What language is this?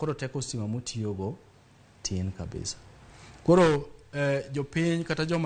Luo (Kenya and Tanzania)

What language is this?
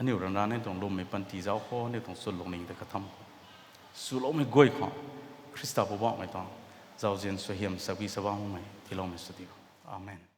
Rongmei Naga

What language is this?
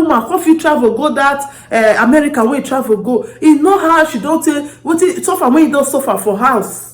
Nigerian Pidgin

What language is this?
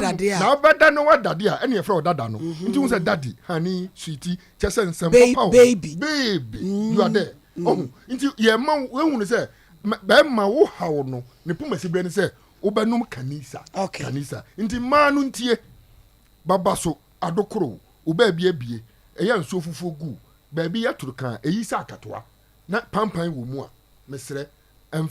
Akan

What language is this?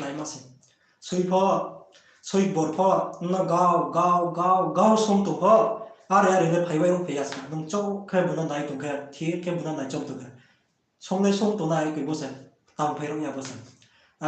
Riang (India)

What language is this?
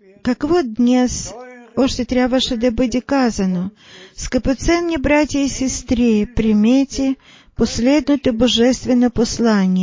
Bulgarian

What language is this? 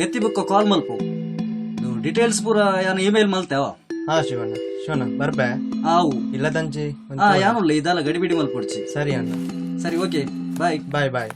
Tulu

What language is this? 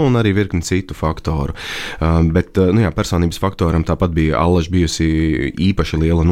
Latvian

